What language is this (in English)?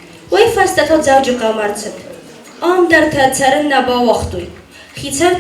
Ossetic